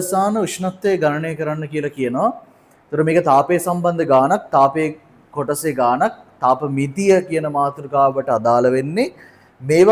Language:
Sinhala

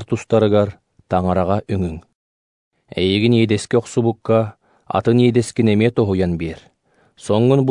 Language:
Yakut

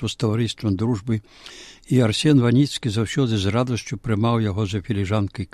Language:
Belarusian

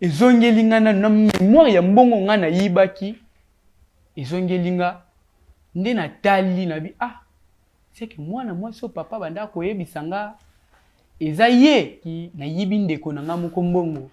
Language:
Lingala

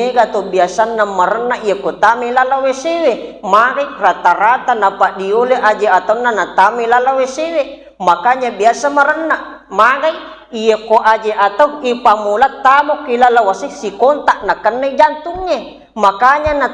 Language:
Buginese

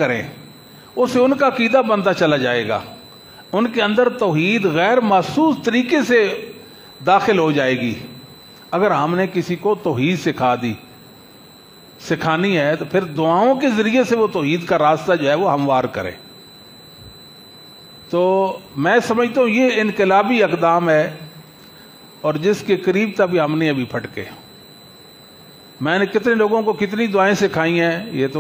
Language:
Urdu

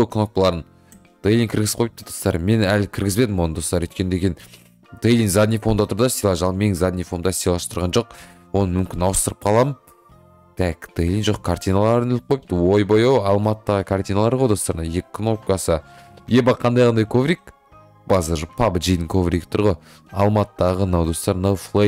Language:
Kazakh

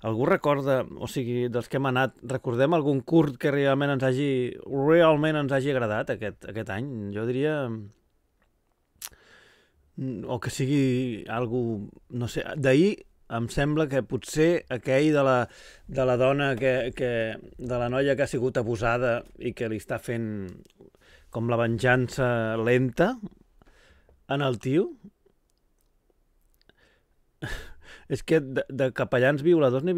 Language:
Catalan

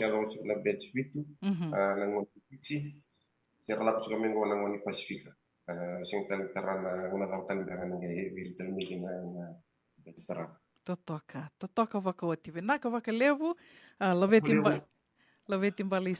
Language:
Fijian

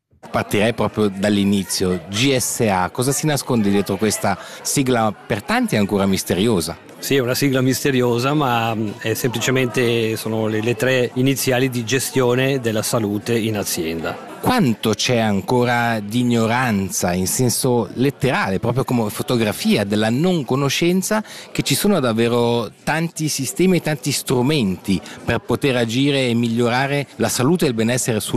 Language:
Italian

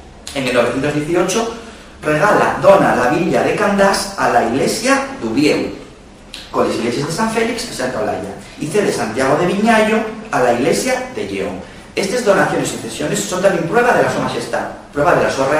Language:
Asturian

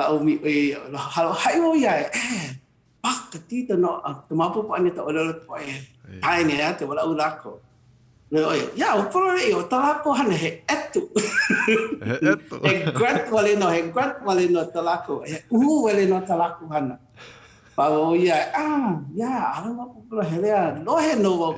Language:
Hawaiian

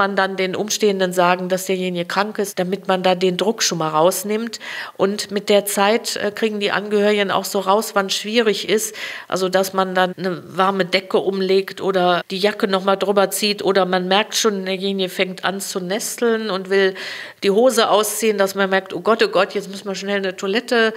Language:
German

